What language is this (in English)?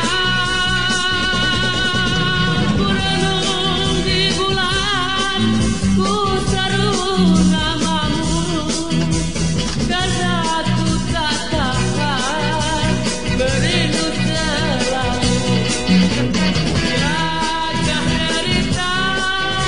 Malay